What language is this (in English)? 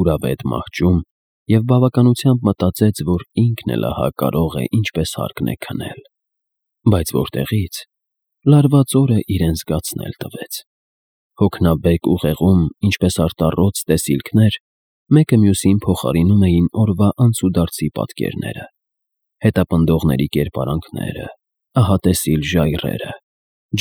Armenian